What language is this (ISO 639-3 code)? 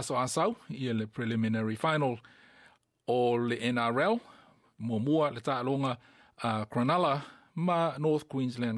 smo